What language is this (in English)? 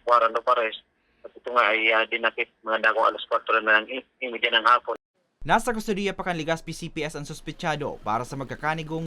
Bikol